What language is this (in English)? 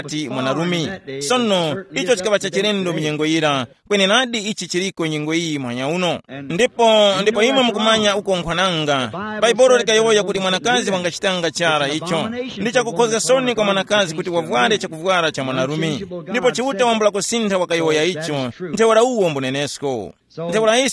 Tumbuka